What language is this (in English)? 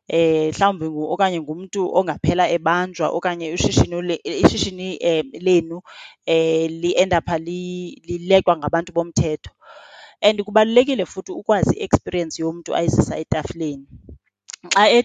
Xhosa